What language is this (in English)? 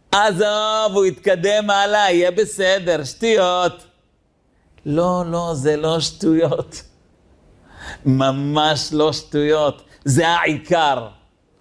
Hebrew